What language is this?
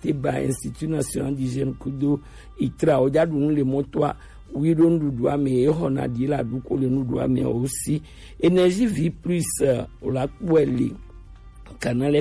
Gen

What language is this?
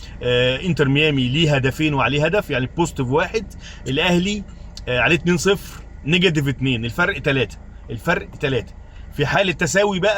Egyptian Arabic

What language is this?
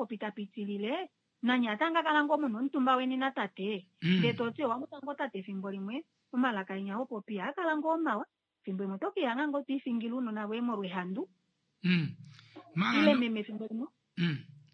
Kuanyama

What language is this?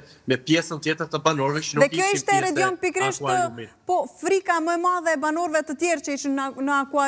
Albanian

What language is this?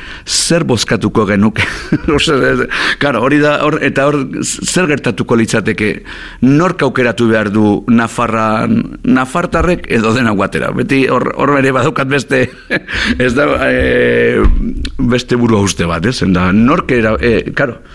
Basque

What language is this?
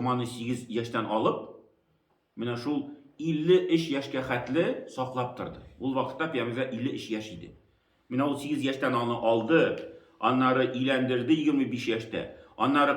Tatar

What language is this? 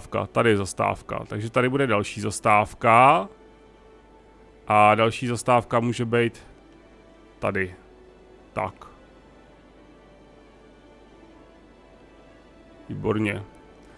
Czech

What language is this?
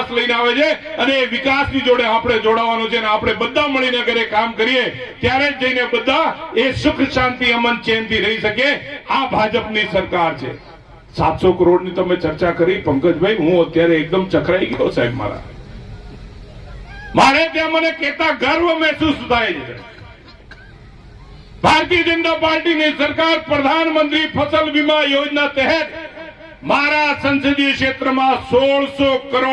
Gujarati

